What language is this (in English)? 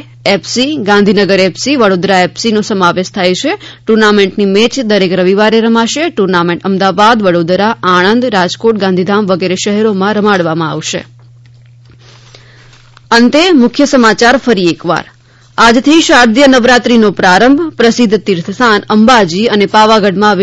Gujarati